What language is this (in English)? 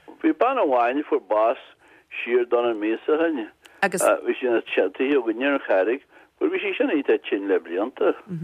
Irish